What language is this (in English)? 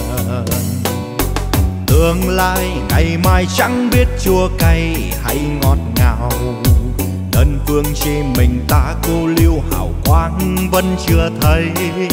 Vietnamese